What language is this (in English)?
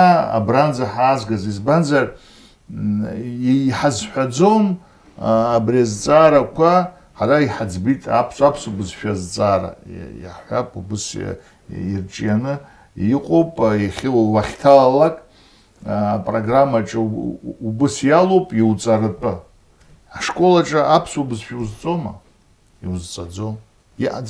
Abkhazian